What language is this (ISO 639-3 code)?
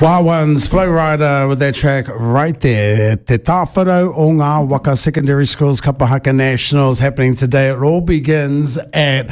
mri